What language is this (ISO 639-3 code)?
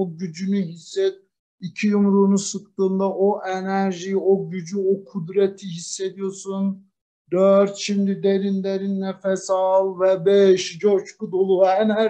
tur